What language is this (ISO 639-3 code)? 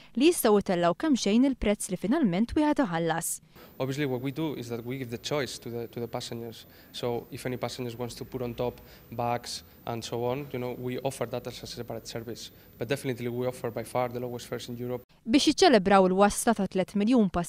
mlt